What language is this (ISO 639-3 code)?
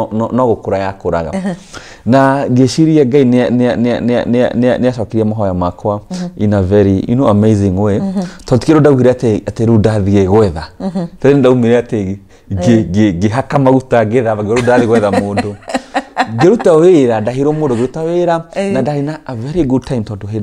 kik